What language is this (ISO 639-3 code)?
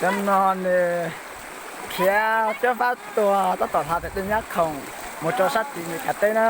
hmn